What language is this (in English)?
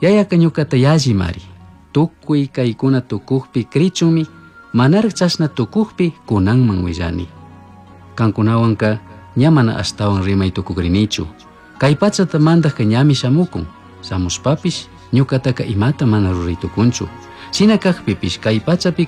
Chimborazo Highland Quichua